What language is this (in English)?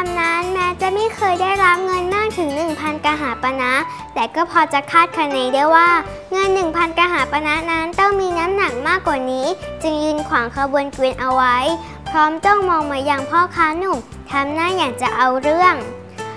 Thai